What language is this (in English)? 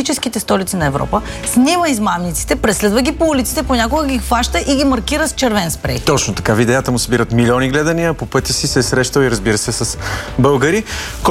Bulgarian